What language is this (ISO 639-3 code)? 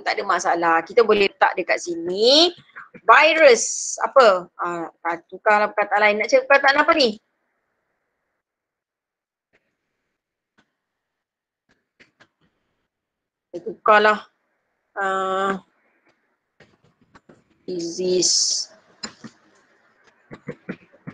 msa